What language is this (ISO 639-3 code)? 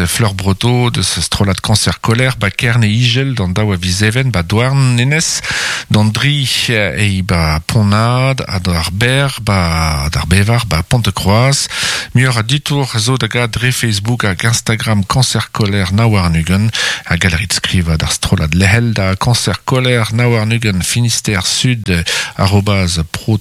bre